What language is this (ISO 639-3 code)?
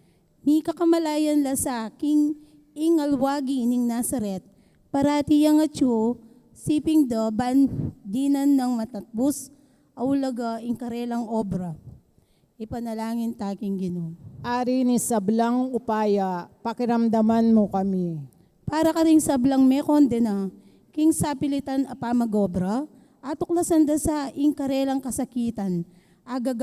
pam